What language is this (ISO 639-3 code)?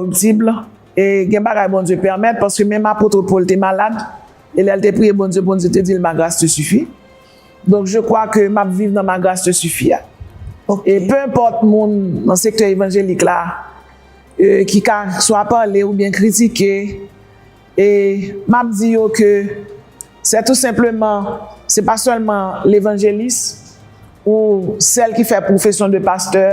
hat